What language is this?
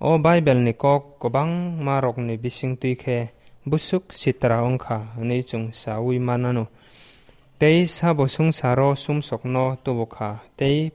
Kok Borok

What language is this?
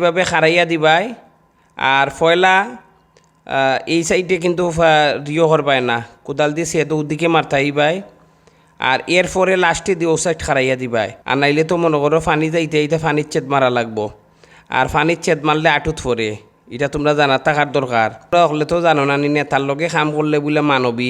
Sylheti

